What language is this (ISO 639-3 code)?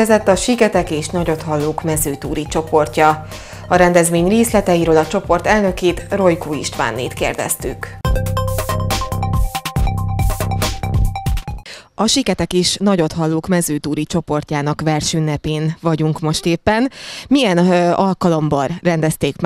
hun